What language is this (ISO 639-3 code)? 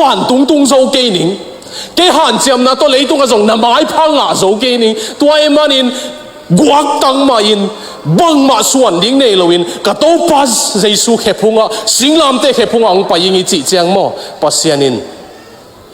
ctd